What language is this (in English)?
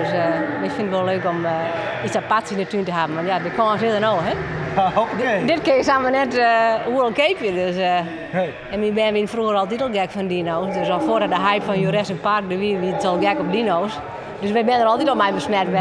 Western Frisian